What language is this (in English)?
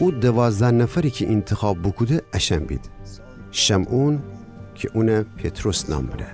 Gilaki